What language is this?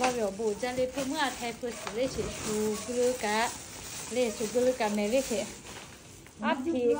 Lahu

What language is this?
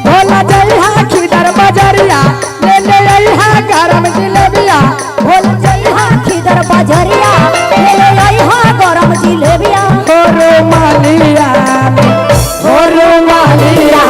Magahi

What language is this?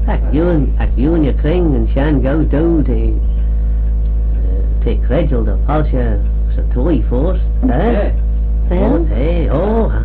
Manx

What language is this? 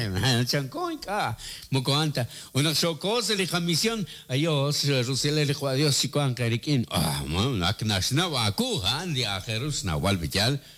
Kekchí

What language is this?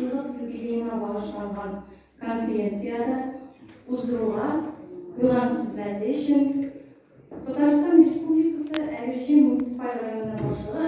Tatar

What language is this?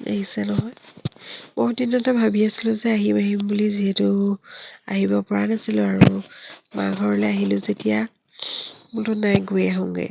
Assamese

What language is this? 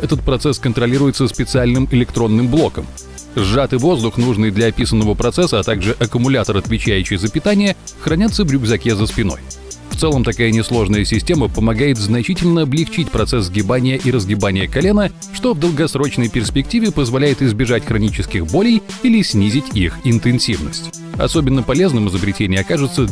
Russian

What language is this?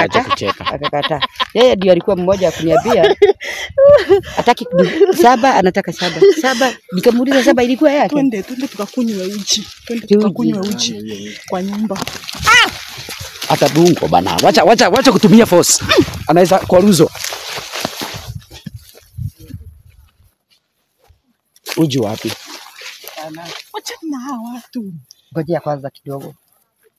Swahili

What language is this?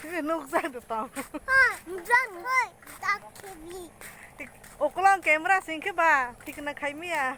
Kok Borok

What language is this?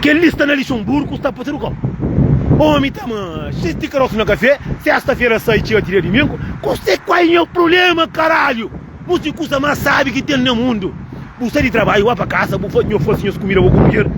Kabuverdianu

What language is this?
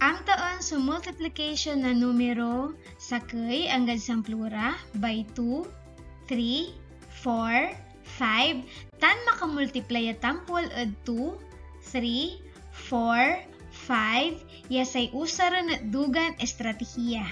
Pangasinan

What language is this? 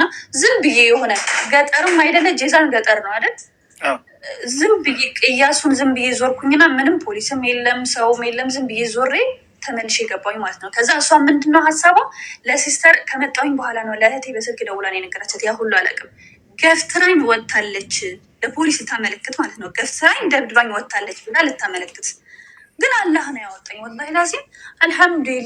Amharic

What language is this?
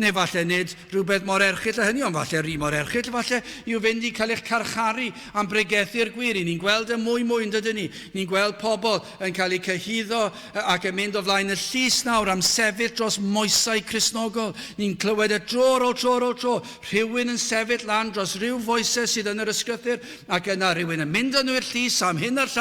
Welsh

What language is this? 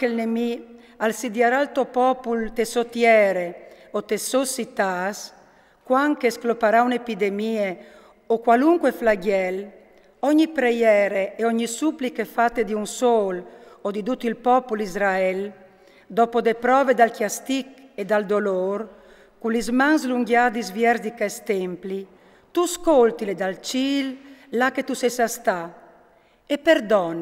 Friulian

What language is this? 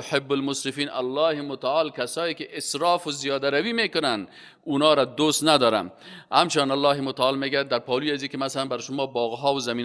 Persian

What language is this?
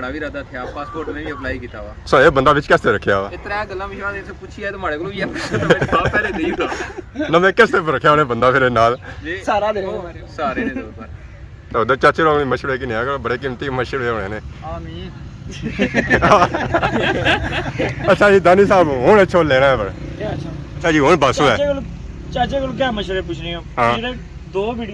Pahari-Potwari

